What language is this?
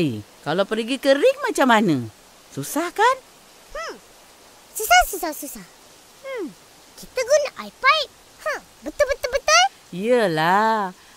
Malay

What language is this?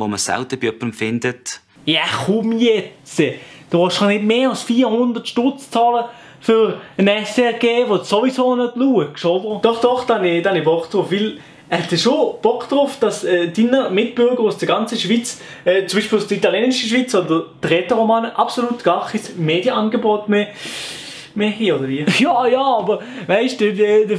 Swiss German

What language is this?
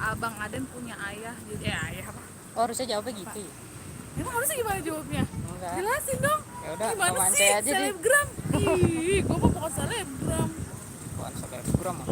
Betawi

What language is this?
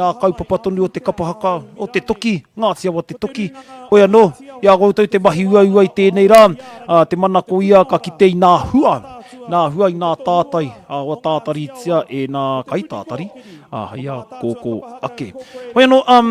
Māori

